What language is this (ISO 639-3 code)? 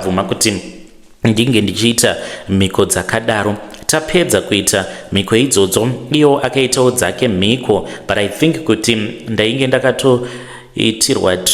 sna